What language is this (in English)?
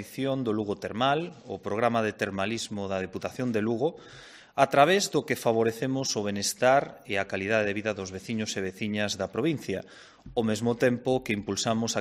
Galician